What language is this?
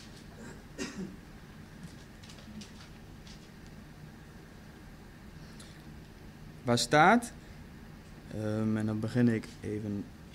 Dutch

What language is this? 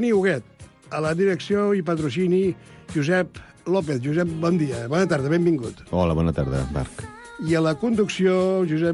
Catalan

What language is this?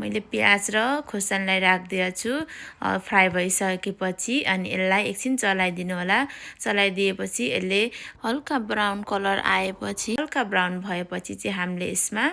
Nepali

